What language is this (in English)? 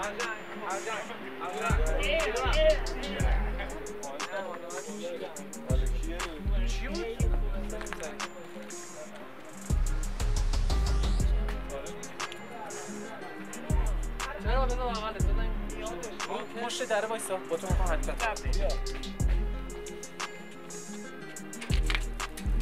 Persian